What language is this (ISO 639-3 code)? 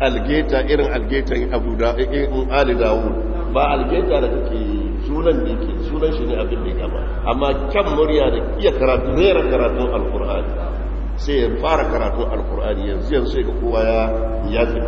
hau